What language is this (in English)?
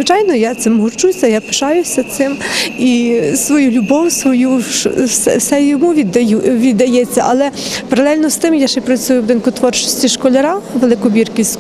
Ukrainian